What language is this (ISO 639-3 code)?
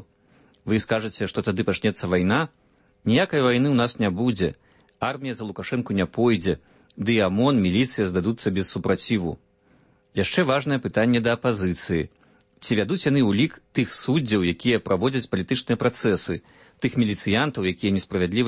bel